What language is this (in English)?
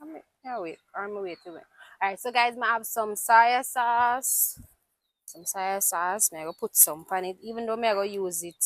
Jamaican Creole English